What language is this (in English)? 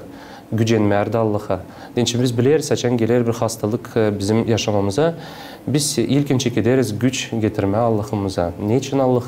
Gagauz